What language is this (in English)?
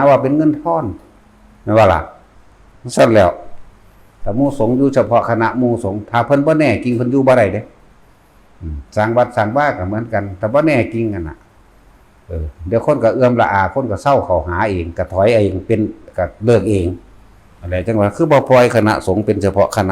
Northeastern Thai